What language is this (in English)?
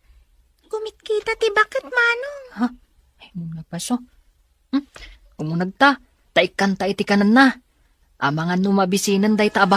Iloko